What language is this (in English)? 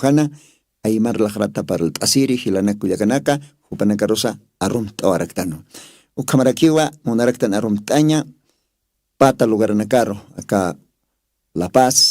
Aymara